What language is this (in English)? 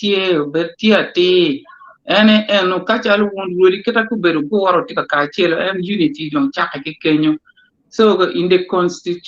Acoli